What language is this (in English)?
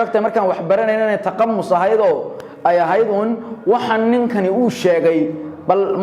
Somali